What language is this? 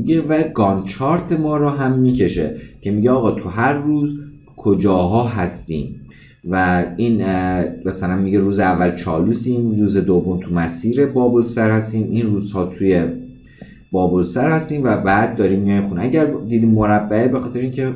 Persian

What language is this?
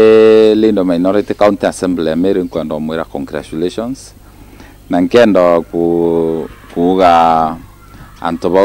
Meru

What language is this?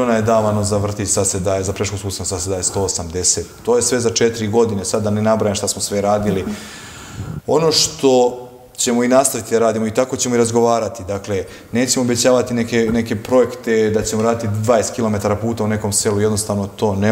Serbian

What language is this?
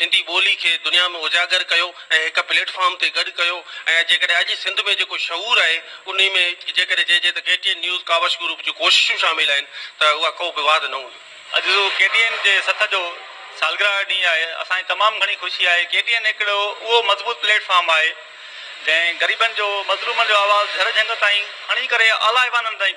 Sindhi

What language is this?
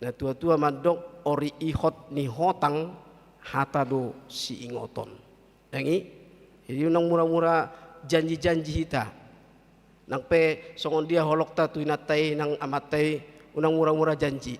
Batak Toba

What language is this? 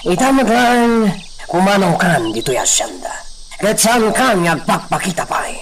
Iloko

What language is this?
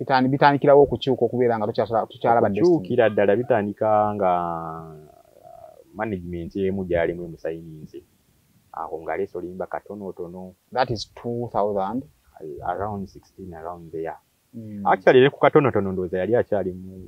Ganda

